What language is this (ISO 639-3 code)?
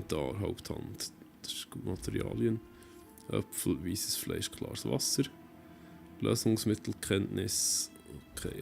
gsw